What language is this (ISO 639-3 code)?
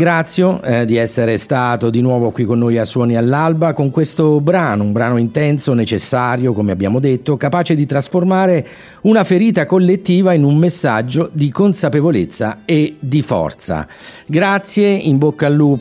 ita